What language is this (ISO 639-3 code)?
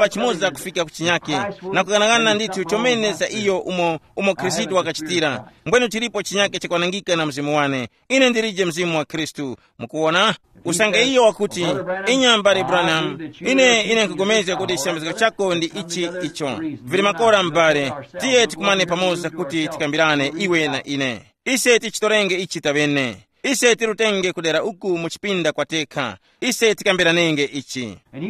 tum